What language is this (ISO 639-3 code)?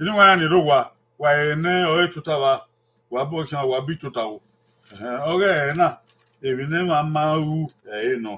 bin